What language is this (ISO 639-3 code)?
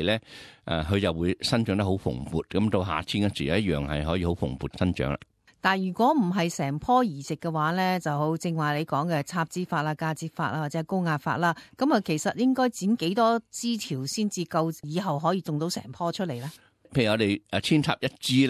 yue